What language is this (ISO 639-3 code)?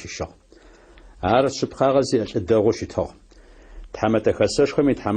ady